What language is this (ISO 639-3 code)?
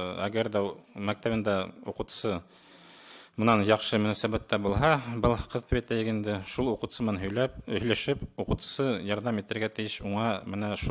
bak